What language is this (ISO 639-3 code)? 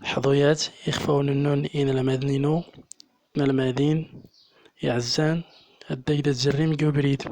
tzm